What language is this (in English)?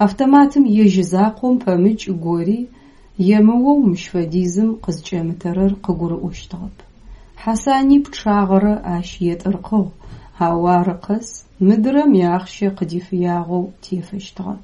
Adyghe